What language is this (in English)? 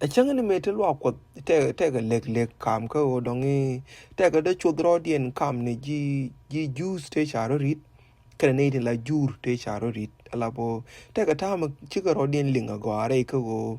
Nuer